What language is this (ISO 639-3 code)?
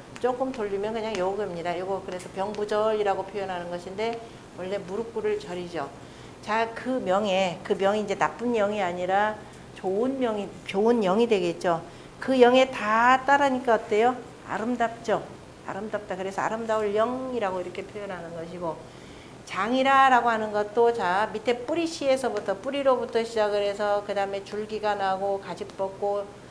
kor